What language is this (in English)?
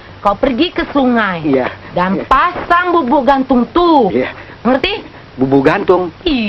Betawi